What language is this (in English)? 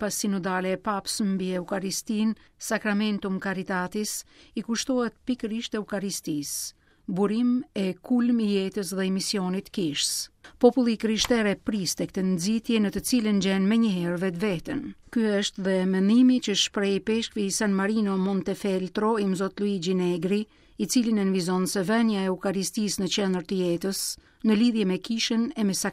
Albanian